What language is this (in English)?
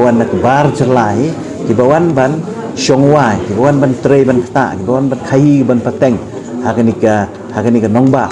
Khasi